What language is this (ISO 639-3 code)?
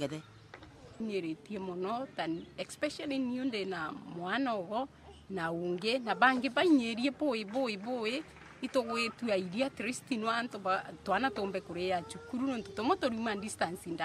mer